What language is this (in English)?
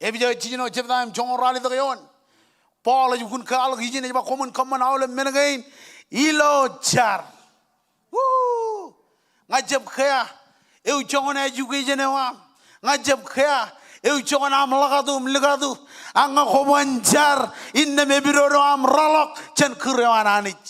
Marshallese